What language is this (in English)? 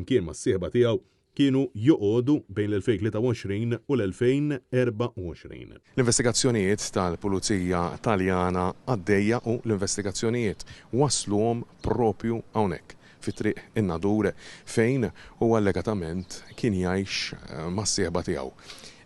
Maltese